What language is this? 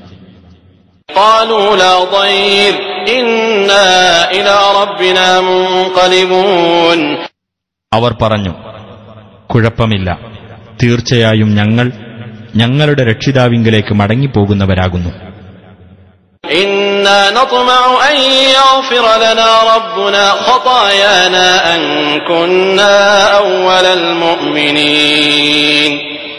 Malayalam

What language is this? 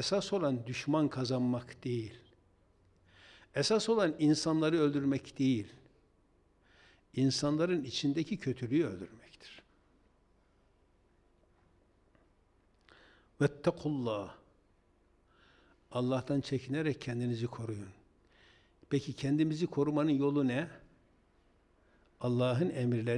Turkish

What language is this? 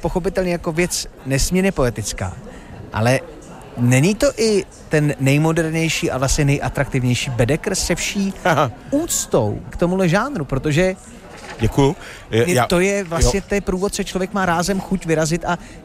Czech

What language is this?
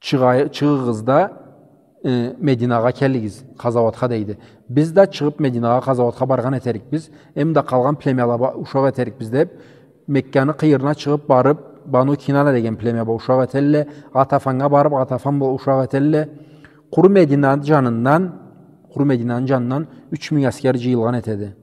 Karachay-Balkar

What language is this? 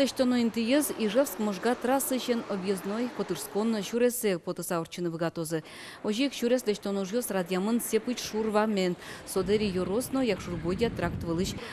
Udmurt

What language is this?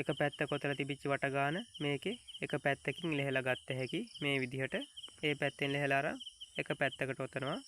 Sinhala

